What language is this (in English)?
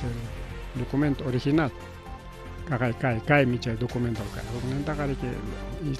Ayacucho Quechua